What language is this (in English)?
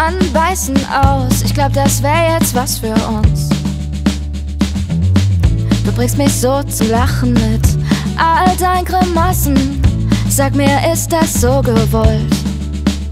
German